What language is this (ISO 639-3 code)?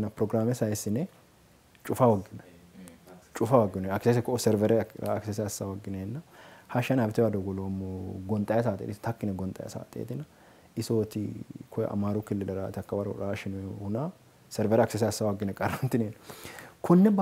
sid